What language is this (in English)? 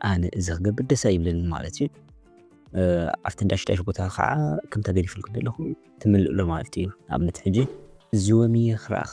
Tigrinya